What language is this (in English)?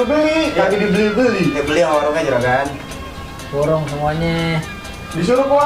Betawi